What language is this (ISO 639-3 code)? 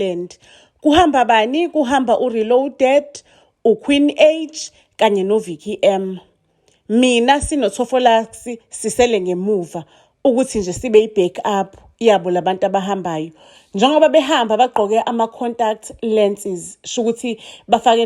zul